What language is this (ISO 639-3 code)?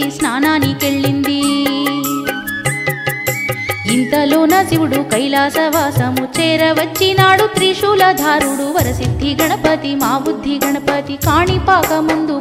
tel